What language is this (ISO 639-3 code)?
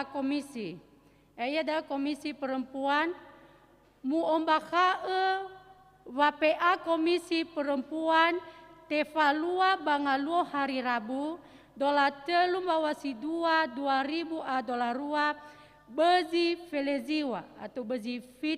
nia